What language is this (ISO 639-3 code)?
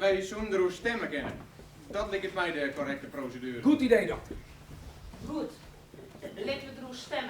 fry